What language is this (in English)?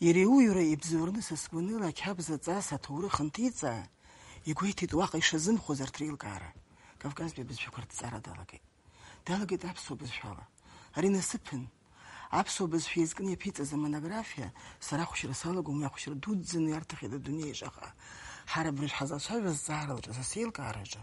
Abkhazian